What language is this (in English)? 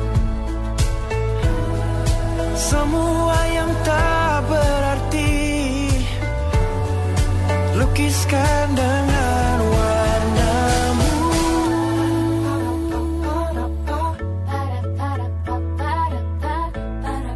Indonesian